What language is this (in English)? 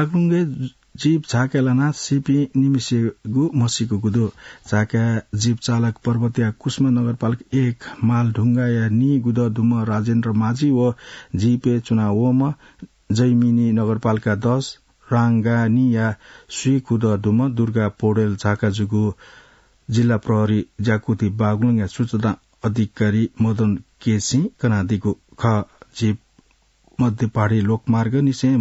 Newari